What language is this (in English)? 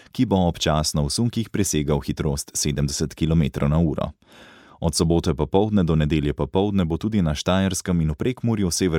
Slovenian